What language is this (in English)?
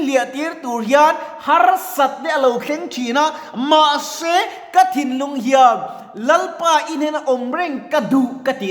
Mizo